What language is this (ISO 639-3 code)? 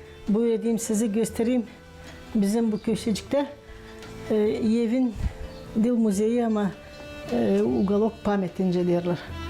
gag